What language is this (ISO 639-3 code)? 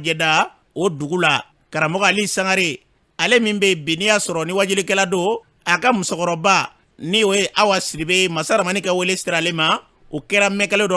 bam